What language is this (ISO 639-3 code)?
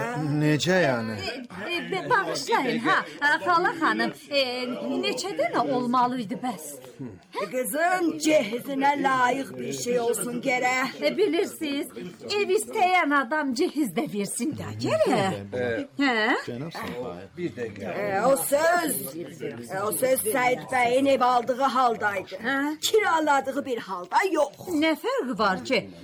aze